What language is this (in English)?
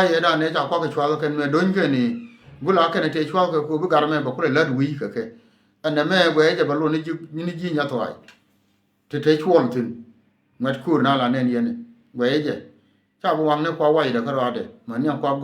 Nuer